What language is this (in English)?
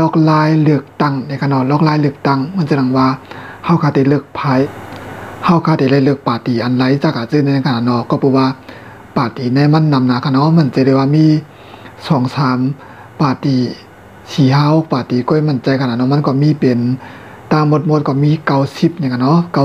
Shan